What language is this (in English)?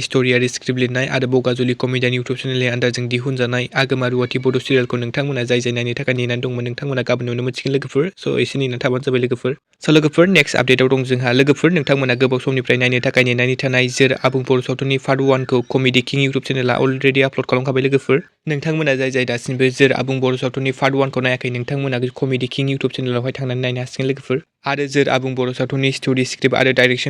Bodo